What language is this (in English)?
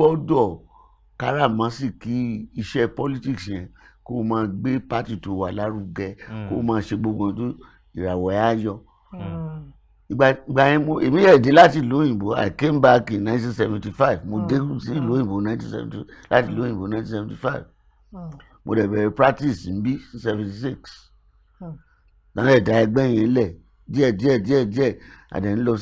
Yoruba